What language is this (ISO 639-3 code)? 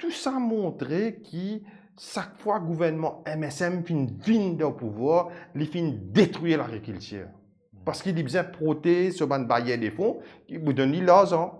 mfe